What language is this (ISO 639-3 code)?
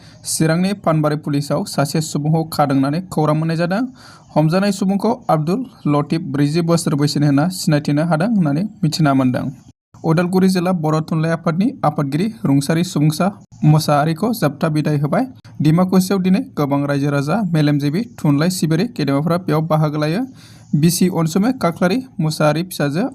brx